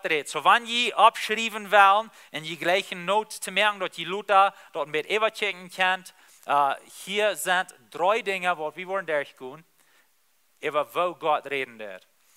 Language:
Plautdietsch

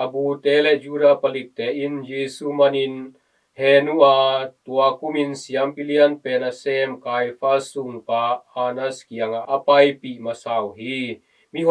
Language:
Tedim Chin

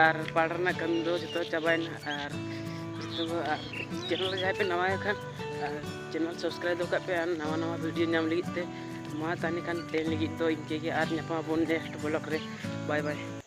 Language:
Santali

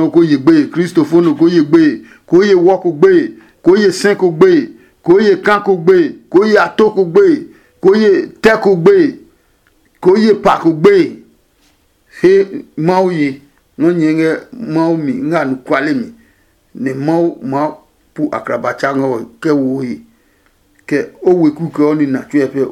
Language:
Adangme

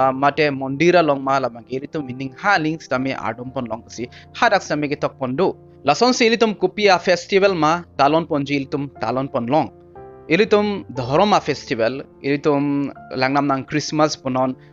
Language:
Karbi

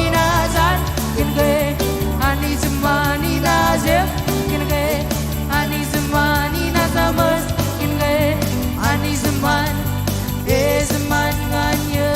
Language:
Marshallese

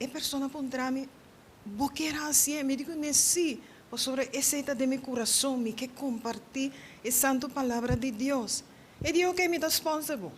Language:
Papiamento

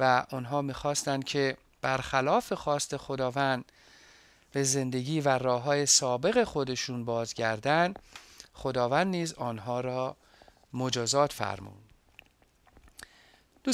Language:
Persian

